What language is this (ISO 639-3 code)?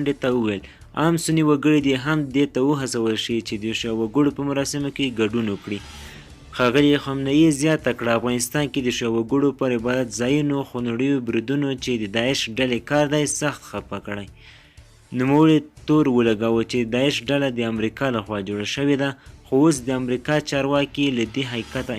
pus